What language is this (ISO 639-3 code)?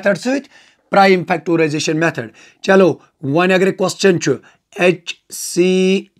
kas